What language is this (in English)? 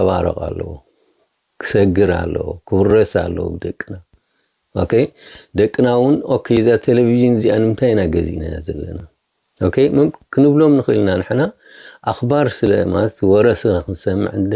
Tigrinya